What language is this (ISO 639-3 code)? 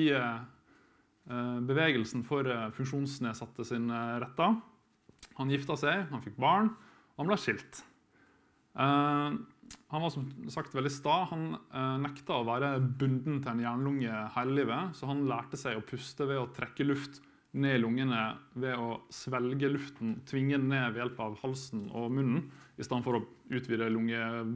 nor